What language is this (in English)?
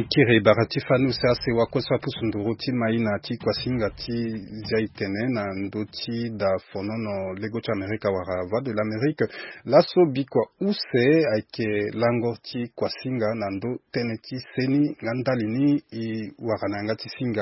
Sango